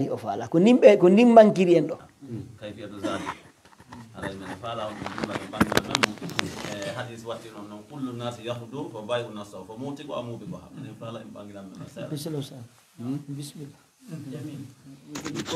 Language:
Pular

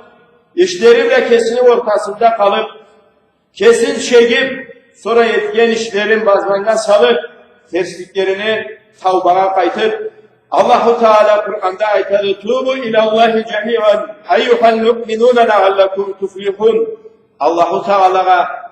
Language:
Karachay-Balkar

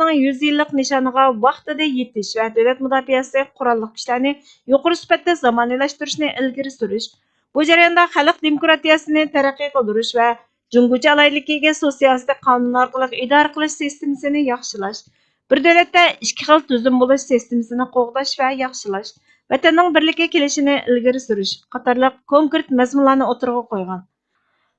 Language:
Uyghur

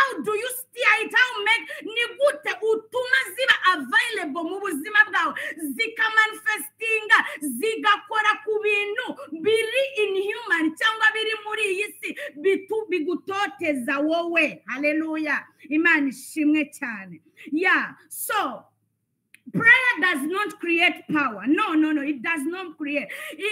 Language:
Kinyarwanda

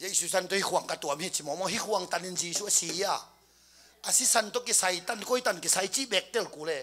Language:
Tedim Chin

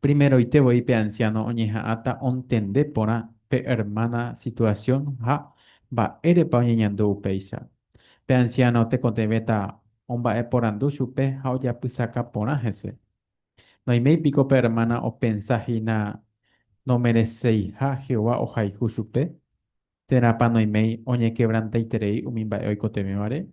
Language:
Guarani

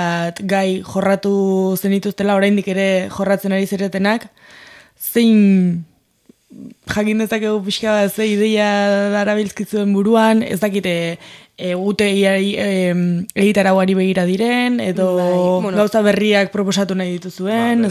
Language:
Basque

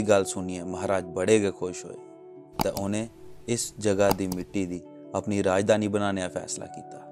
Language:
Dogri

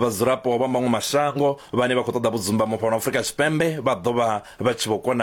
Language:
Venda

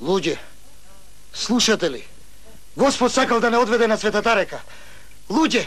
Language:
Macedonian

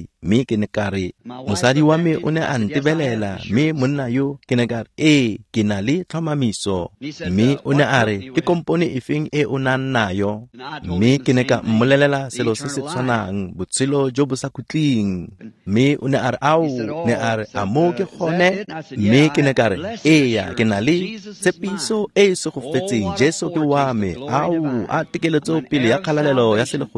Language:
Tswana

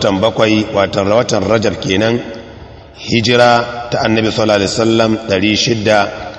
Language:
Hausa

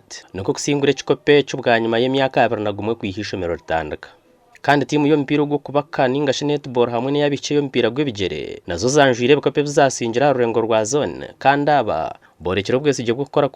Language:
Nyankole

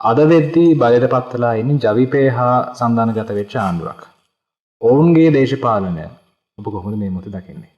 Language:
Sinhala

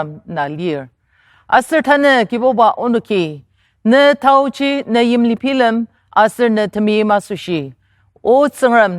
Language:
Ao Naga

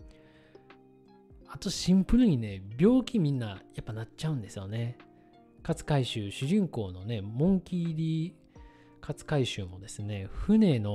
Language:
Japanese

